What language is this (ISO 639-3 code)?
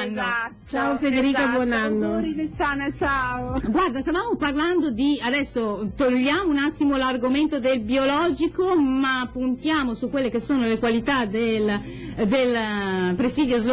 ita